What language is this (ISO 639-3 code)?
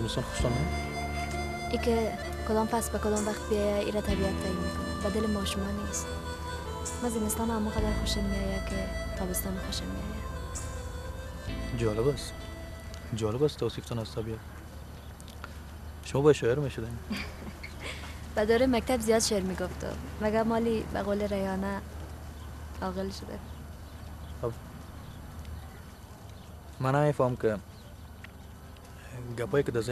fas